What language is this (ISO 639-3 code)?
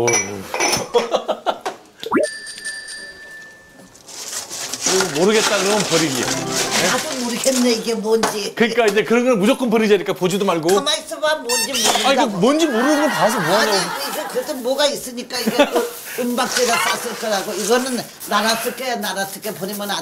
kor